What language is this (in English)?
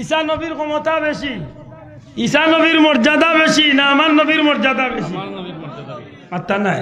Sylheti